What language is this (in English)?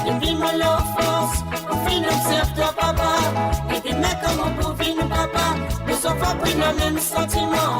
Morisyen